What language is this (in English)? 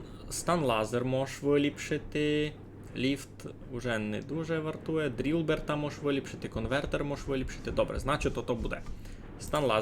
Rusyn